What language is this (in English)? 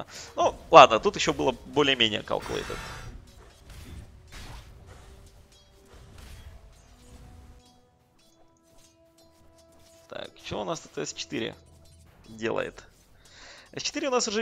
Russian